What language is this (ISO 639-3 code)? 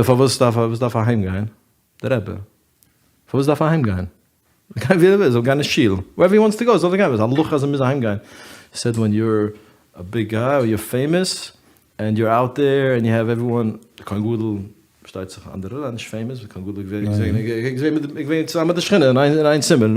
yid